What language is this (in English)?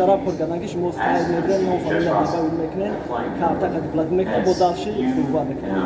Tajik